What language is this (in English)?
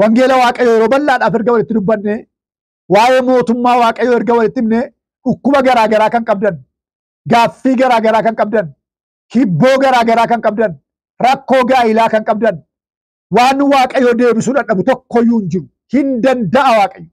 Oromo